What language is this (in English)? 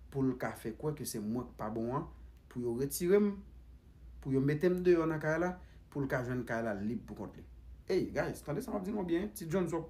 Haitian Creole